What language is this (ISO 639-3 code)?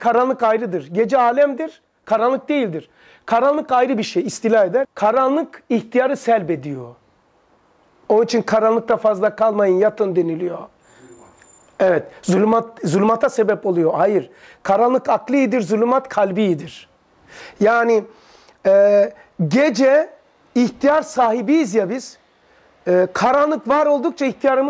tur